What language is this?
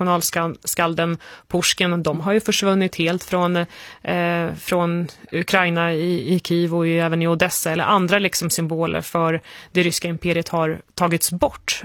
Swedish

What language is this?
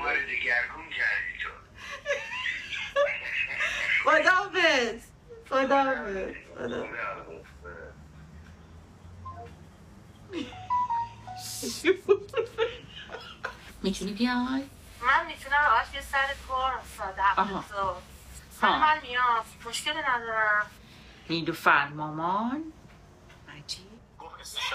Persian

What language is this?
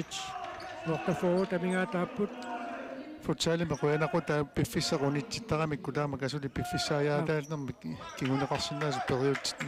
Kalaallisut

